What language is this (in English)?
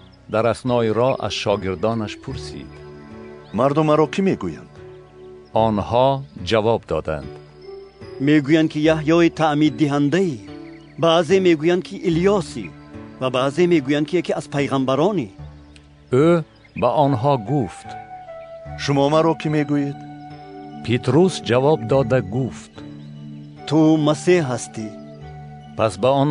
Tajik